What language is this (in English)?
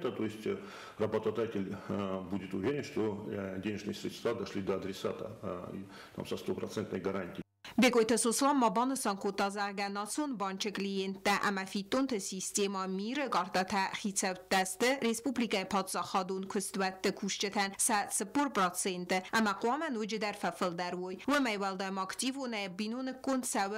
Ossetic